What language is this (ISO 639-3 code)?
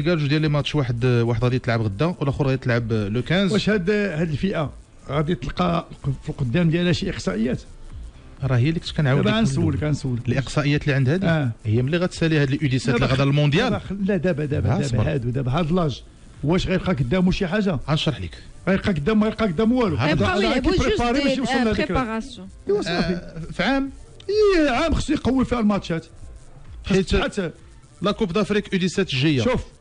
ary